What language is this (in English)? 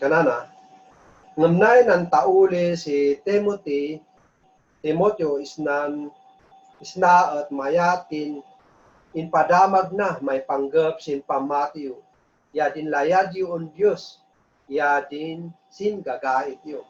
Kankanaey